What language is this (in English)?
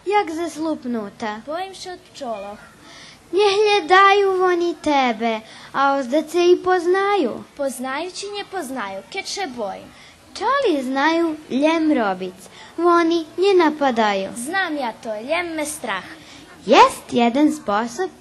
Rusyn